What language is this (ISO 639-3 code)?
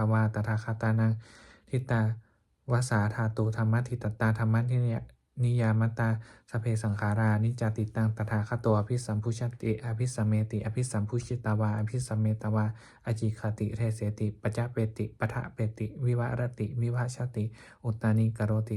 pli